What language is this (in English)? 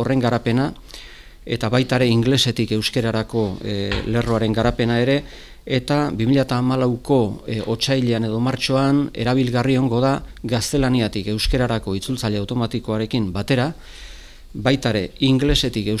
Basque